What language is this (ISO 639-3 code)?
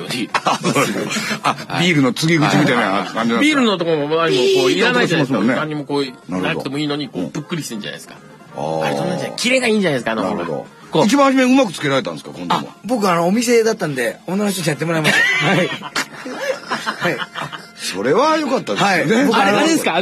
jpn